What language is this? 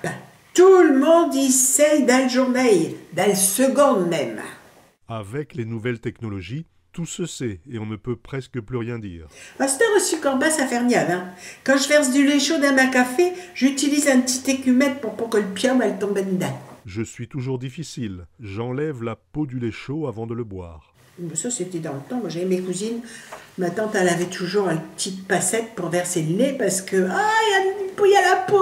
Picard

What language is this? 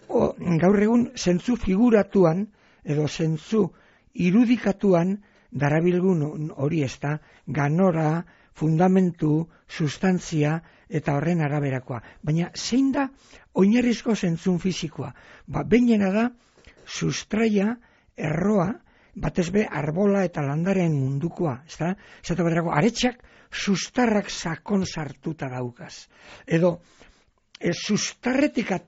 Basque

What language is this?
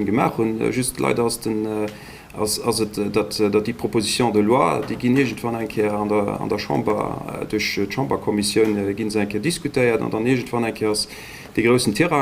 Luxembourgish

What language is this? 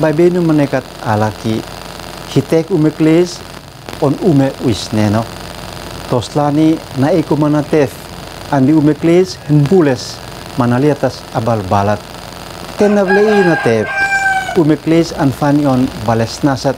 Uab Meto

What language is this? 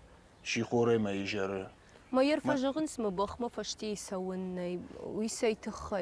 Ossetic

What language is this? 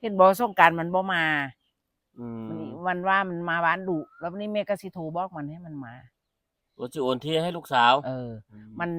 Northeastern Thai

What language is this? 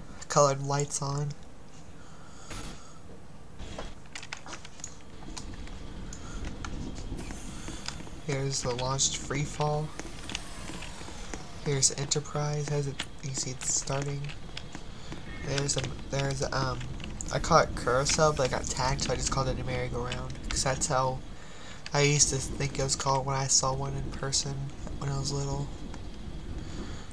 English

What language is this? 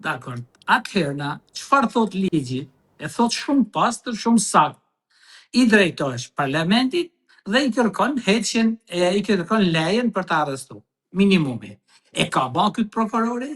Albanian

